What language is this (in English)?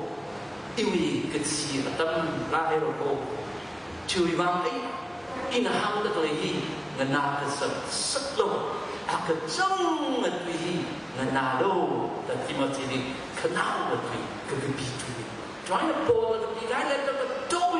Tangkhul Naga (India)